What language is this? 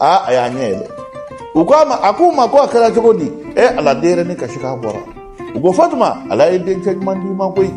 Bambara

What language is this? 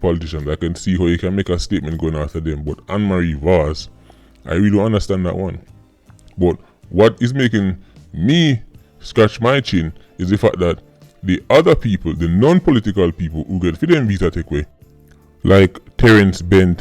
Jamaican Creole English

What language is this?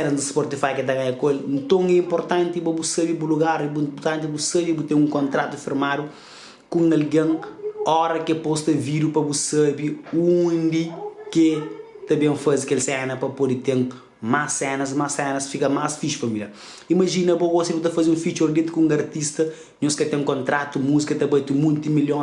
Kabuverdianu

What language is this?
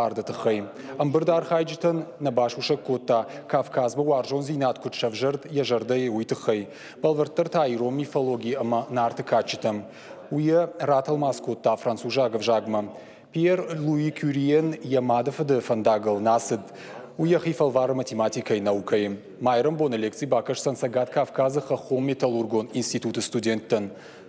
Ossetic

